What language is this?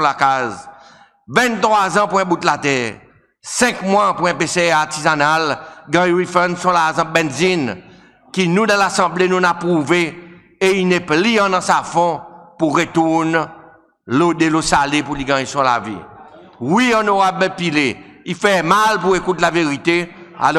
Seselwa Creole French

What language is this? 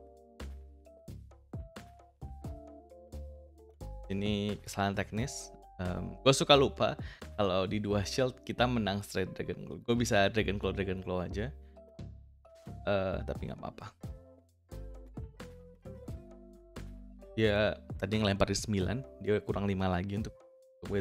Indonesian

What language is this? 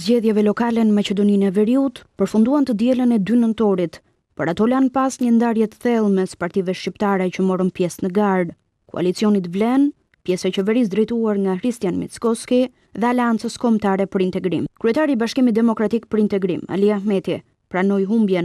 Albanian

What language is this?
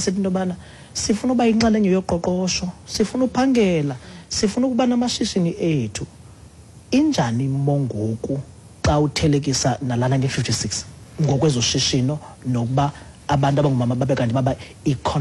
Xhosa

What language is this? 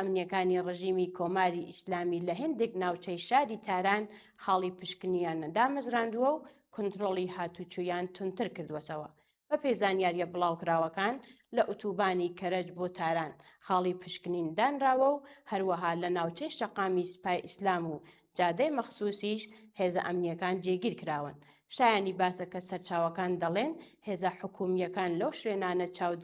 Central Kurdish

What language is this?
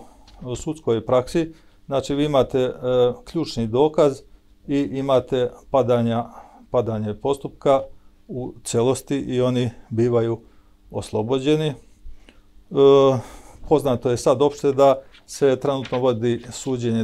Serbian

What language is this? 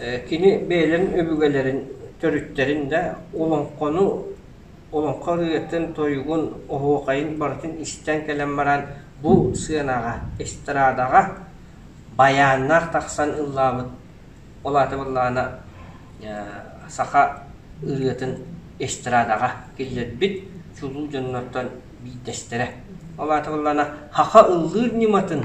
Yakut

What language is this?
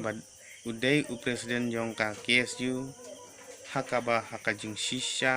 Khasi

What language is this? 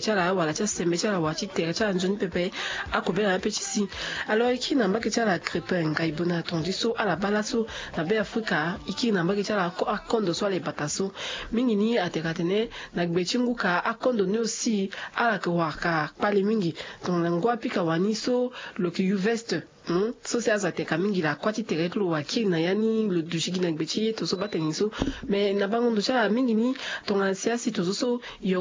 Sango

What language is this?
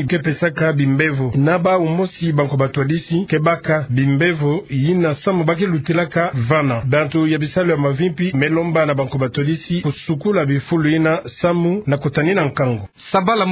Kituba (Democratic Republic of Congo)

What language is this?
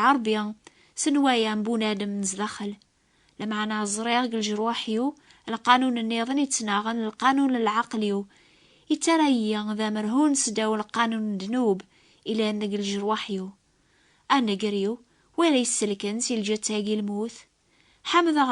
Kabyle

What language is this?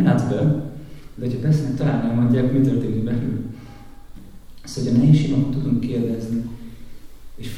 Hungarian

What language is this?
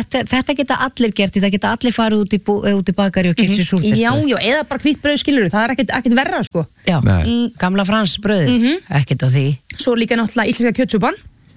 Icelandic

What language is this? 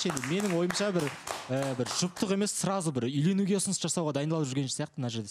Kazakh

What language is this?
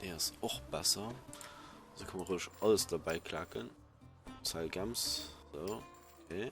Luxembourgish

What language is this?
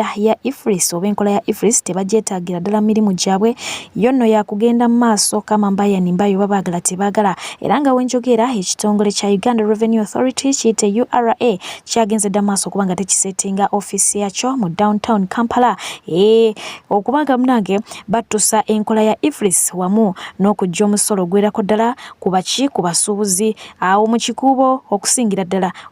Ganda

